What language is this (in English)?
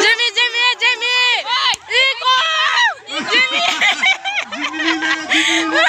Kok Borok